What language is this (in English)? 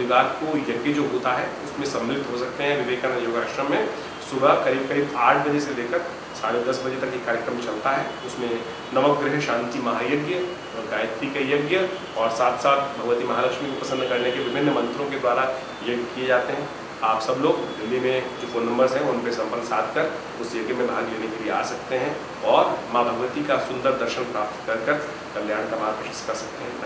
Hindi